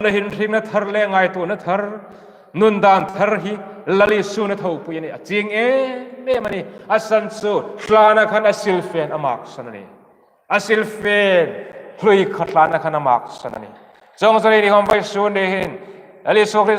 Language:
Hmar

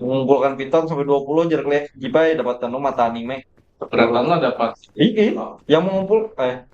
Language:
Banjar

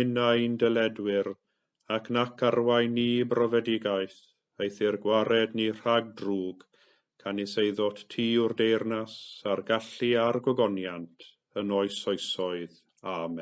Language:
Welsh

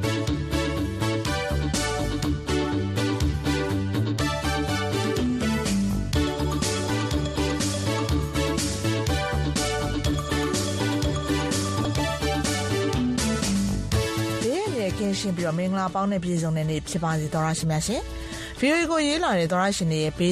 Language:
Burmese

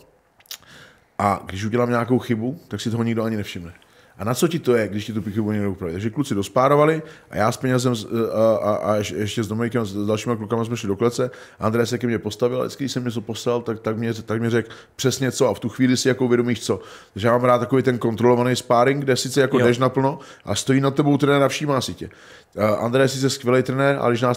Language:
Czech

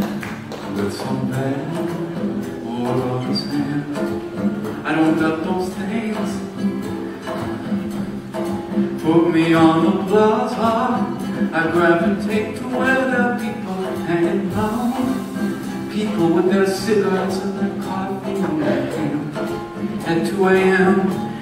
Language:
English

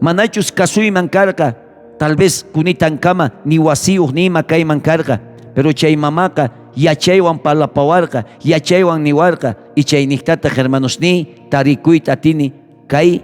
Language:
South Bolivian Quechua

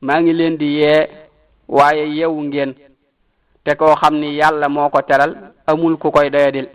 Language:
Wolof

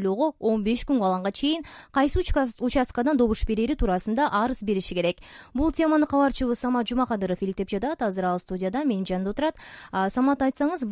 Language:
Kyrgyz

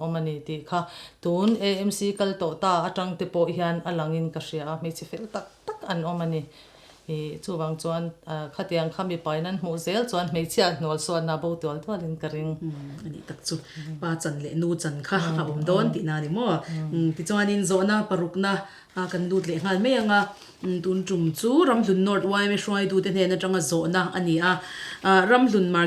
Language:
Mizo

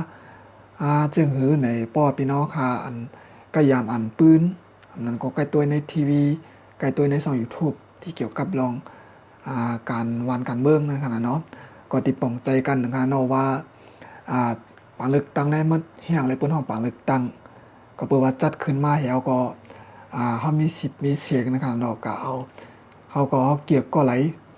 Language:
Shan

